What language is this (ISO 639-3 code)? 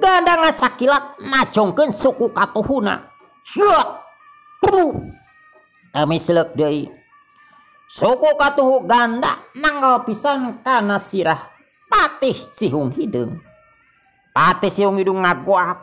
sun